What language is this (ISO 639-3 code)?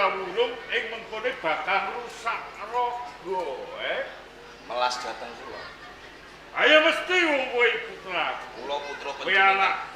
jav